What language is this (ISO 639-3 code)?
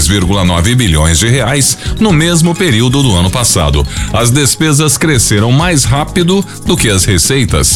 por